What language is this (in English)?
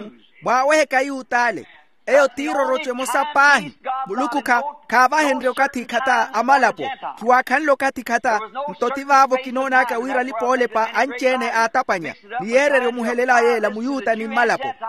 Makhuwa